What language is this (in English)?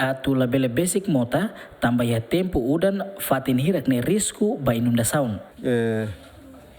Tetum